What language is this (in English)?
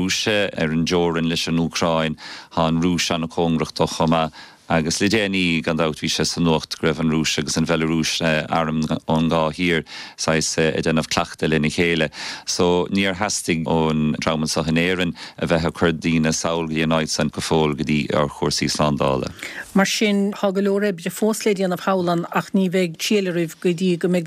Irish